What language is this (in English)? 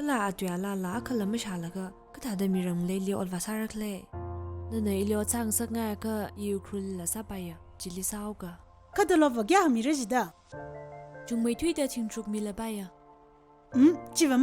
Tangkhul Naga (India)